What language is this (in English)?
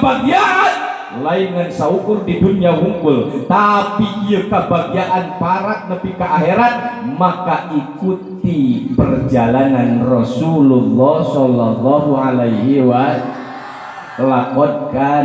Sundanese